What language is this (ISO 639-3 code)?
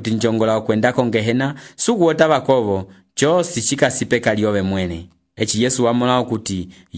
umb